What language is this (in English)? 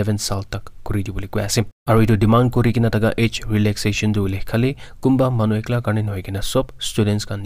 Naga Pidgin